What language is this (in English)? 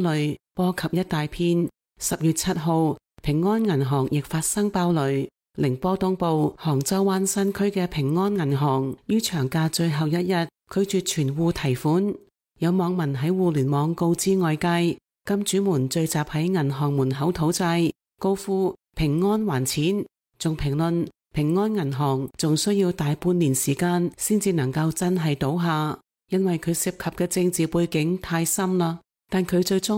Cantonese